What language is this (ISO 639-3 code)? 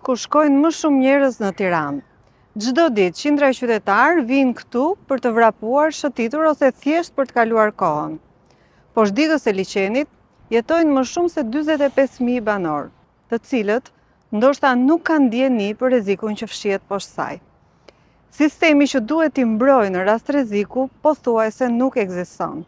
sqi